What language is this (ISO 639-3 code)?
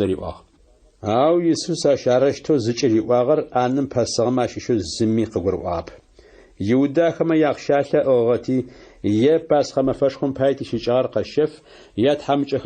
ady